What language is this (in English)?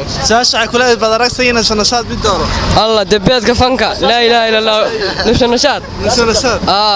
Somali